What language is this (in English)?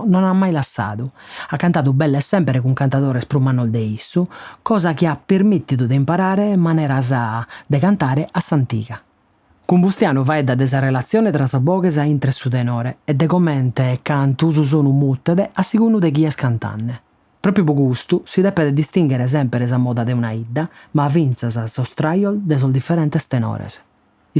Sardinian